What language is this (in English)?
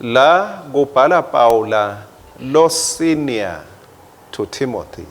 Swati